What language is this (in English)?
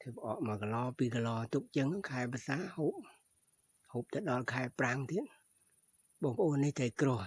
Khmer